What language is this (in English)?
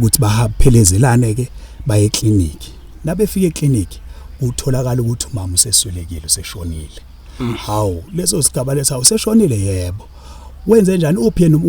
Zulu